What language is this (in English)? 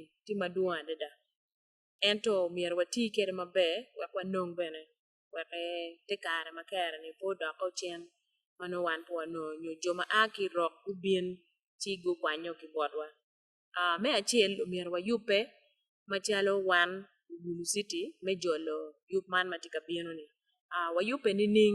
Acoli